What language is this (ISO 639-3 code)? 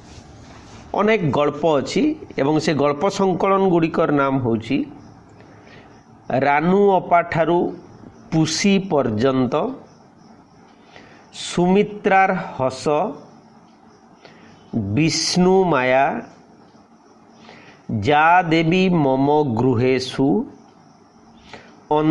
ori